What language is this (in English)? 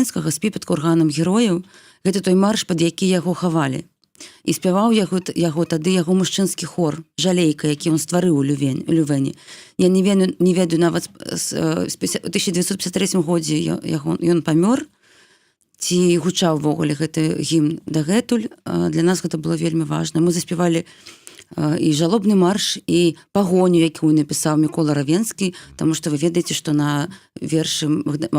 Belarusian